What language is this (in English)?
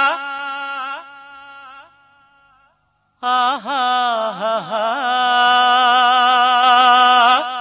Telugu